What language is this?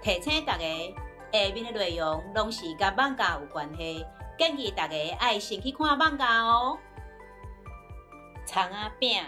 Min Nan Chinese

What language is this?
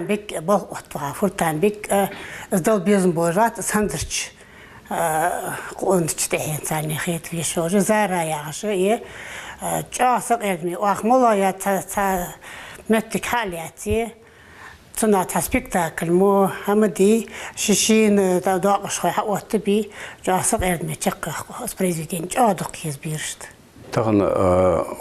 Ingush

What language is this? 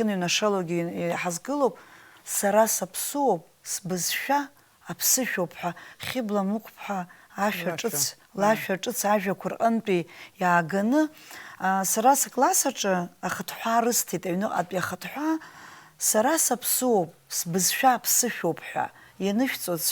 Abkhazian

